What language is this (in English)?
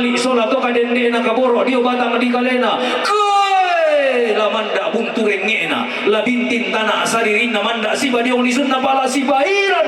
Toraja-Sa'dan